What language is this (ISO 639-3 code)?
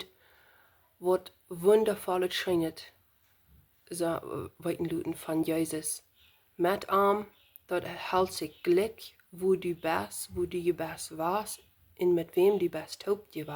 pdt